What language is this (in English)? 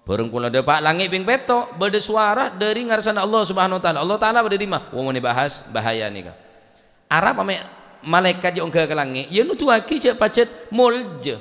Madurese